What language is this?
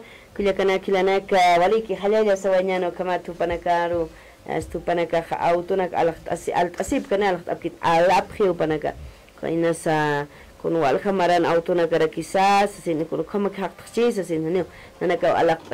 Aymara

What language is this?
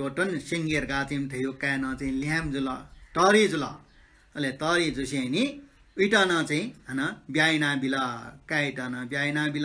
Newari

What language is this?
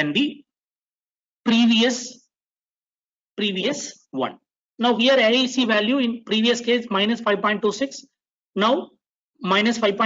English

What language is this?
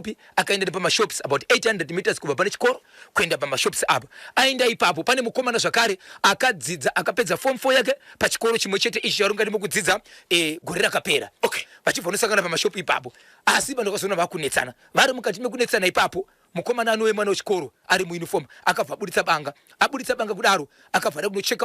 Shona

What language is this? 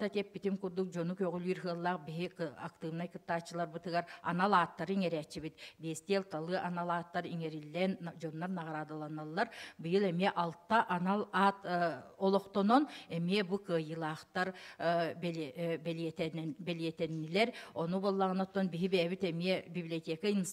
Yakut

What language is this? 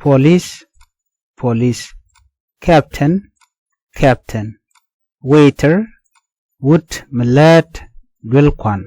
Nuer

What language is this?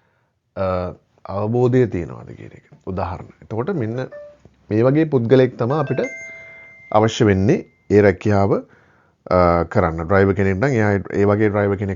Sinhala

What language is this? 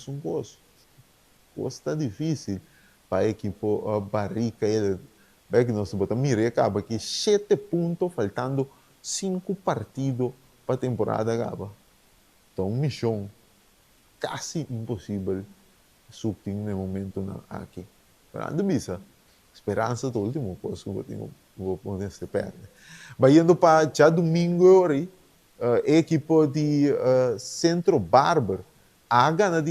Papiamento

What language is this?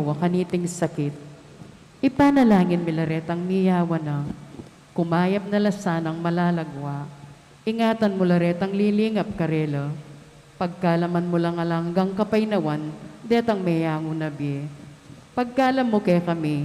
Pampanga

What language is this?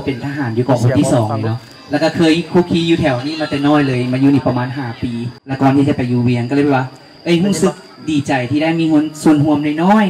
Thai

